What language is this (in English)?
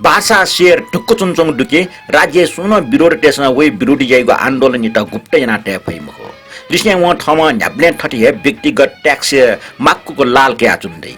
Newari